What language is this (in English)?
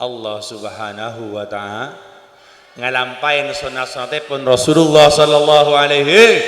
Madurese